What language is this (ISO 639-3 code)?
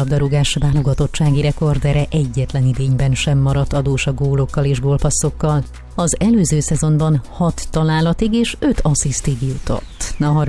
hun